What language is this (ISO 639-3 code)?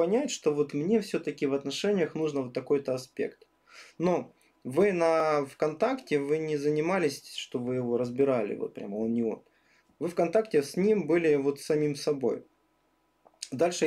rus